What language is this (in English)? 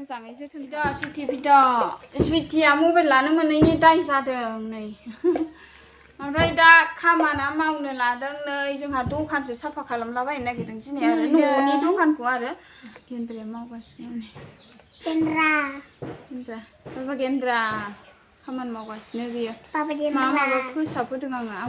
Bodo